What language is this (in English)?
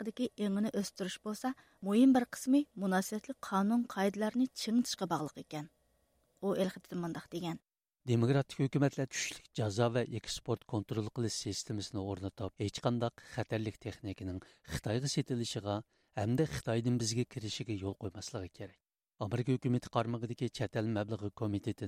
Uyghur